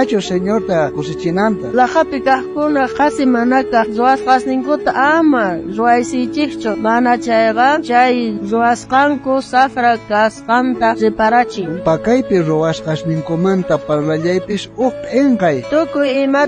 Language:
South Bolivian Quechua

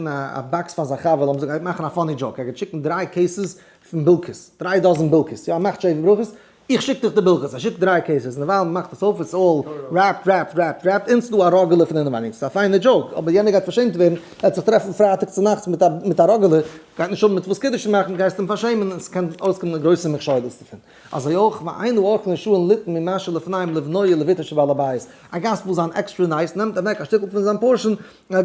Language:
Yiddish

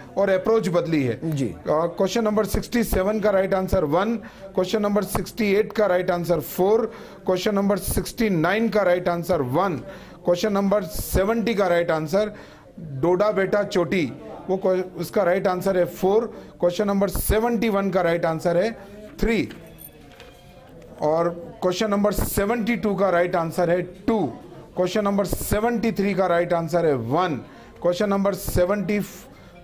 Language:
Hindi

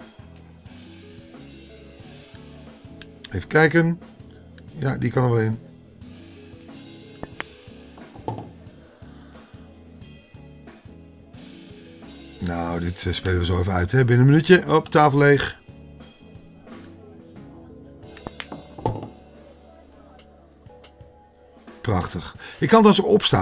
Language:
Dutch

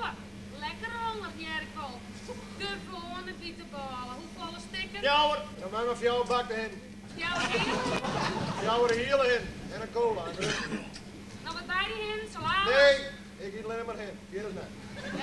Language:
Western Frisian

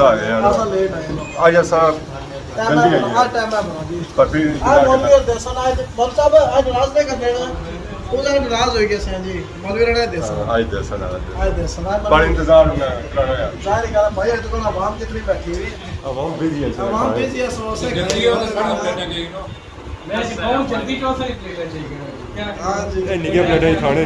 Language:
Pahari-Potwari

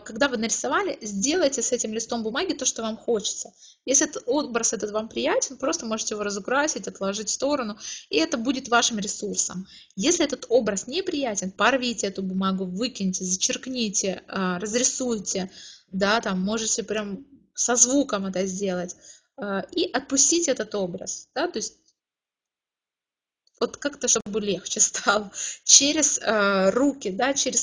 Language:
Russian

